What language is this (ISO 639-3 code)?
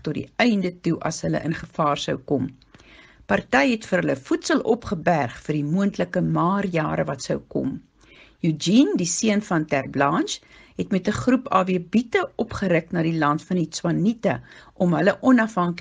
afr